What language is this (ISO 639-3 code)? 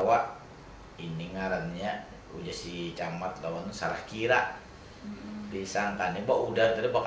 bjn